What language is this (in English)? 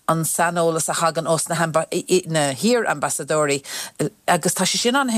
Irish